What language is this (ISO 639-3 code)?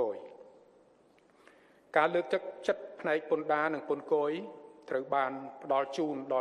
khm